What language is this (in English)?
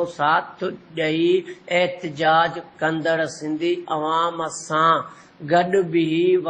Sindhi